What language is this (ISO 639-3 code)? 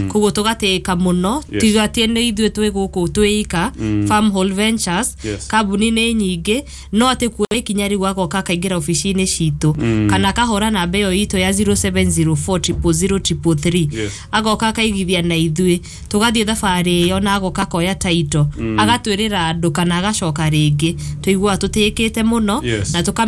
kik